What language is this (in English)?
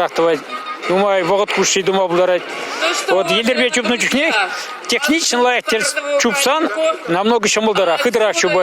Chuvash